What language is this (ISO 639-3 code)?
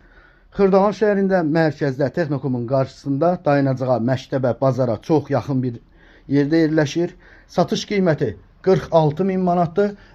aze